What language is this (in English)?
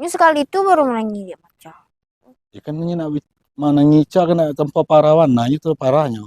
Minangkabau